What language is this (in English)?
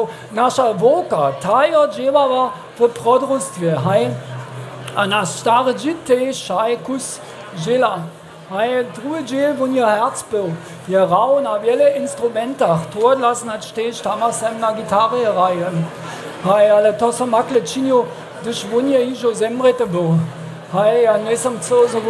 Upper Sorbian